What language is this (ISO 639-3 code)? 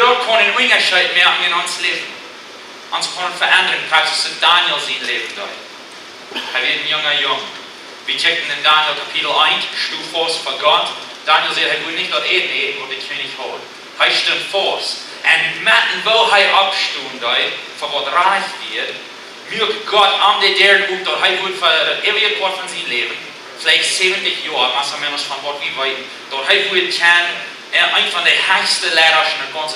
pdt